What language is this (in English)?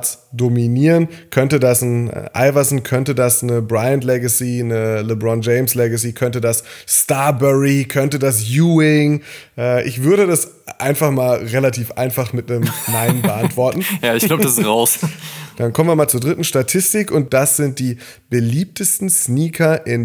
German